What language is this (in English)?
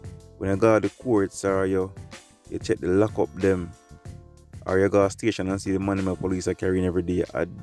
Jamaican Creole English